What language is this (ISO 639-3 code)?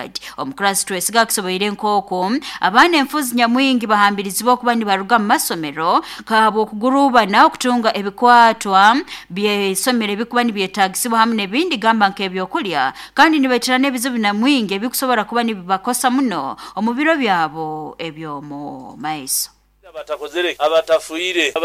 nyo